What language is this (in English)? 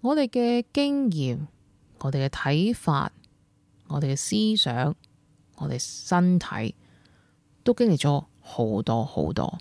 Cantonese